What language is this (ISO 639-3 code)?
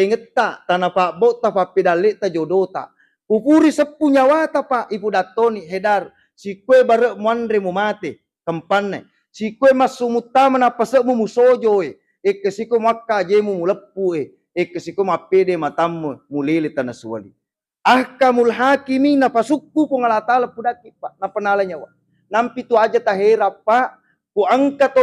bug